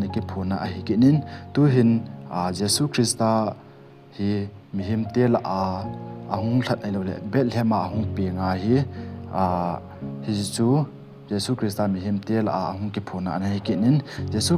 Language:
Thado Chin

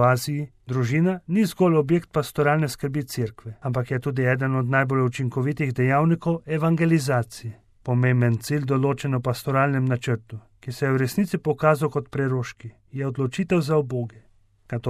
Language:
Slovenian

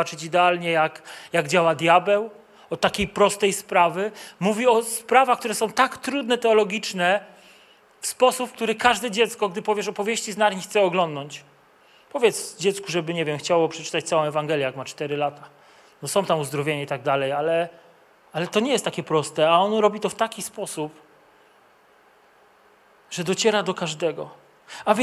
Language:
Polish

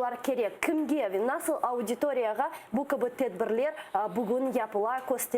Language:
Crimean Tatar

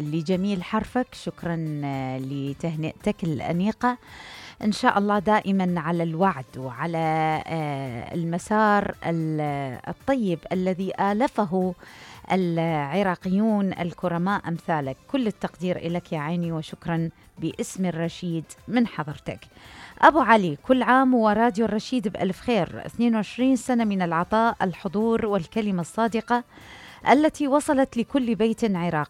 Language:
Mesopotamian Arabic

